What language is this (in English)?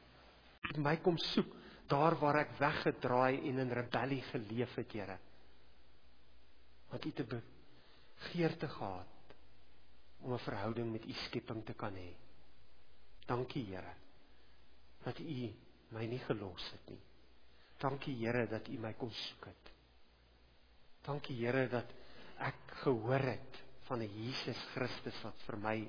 Afrikaans